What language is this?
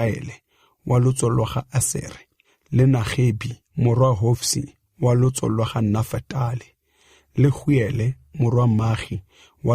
Tswana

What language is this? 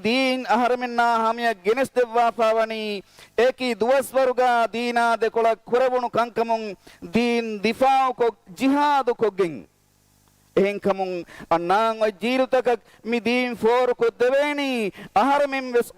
Divehi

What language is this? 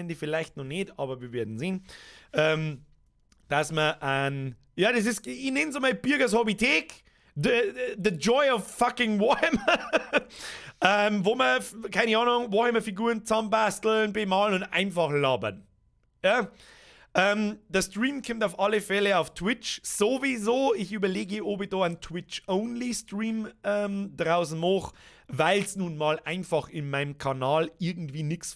Bavarian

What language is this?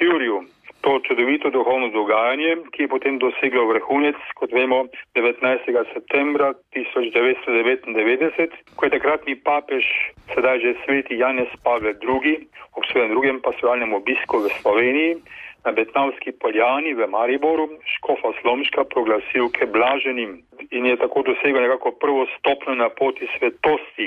Slovenian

